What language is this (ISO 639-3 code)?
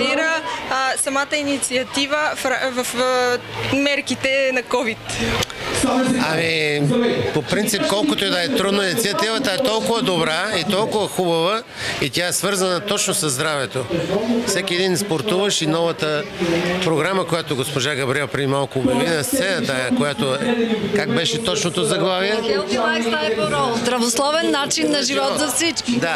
bul